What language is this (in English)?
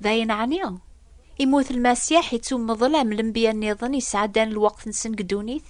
Kabyle